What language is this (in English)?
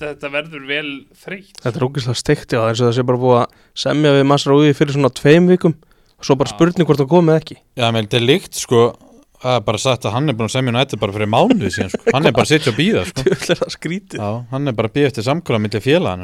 Icelandic